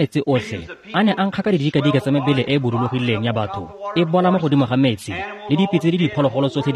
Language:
Tswana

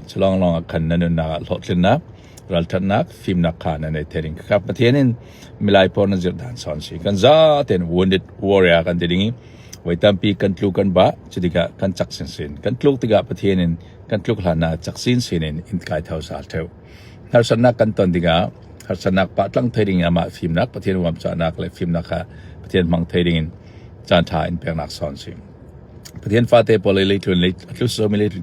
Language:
Falam Chin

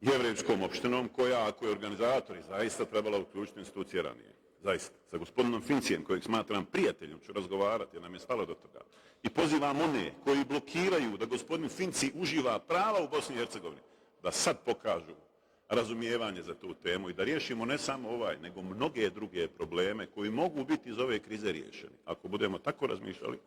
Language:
Bosnian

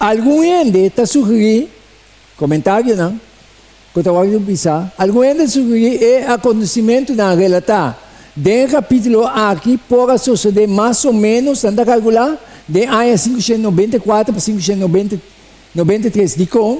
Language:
Papiamento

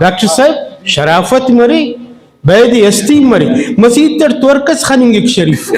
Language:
Brahui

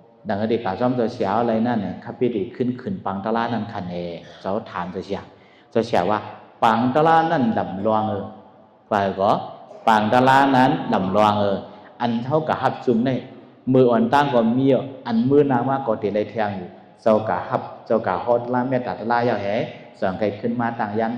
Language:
Shan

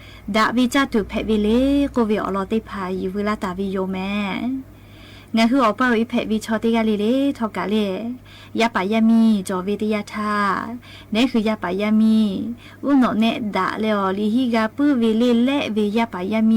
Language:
Lahu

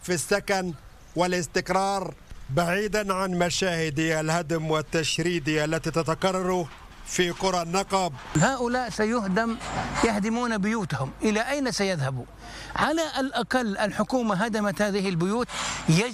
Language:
Arabic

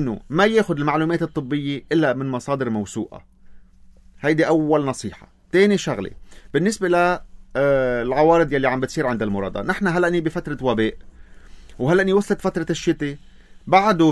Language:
North Levantine Arabic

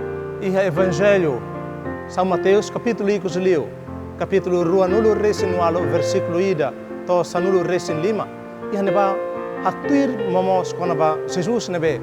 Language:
Tetum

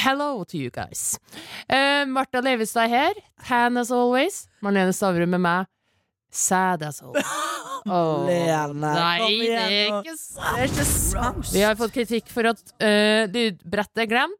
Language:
Norwegian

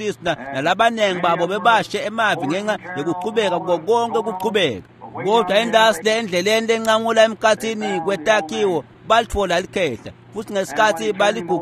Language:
Swati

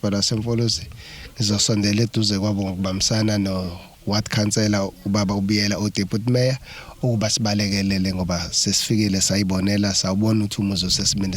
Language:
Zulu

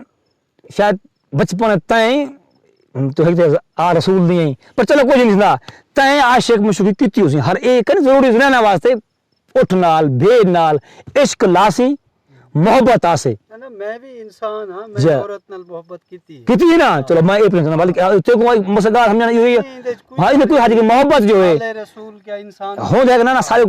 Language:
Saraiki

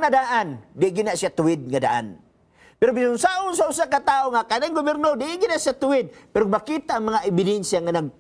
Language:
Cebuano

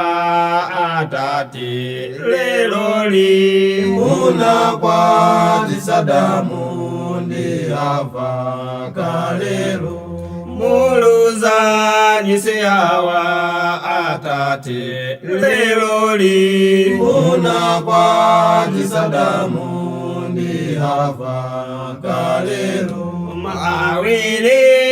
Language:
Nyanja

